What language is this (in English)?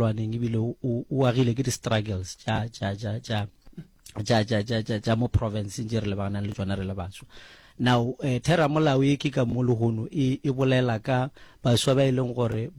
Northern Sotho